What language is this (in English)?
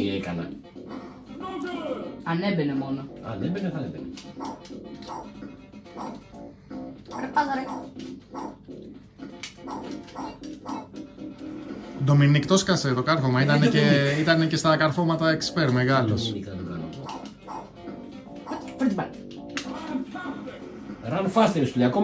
Greek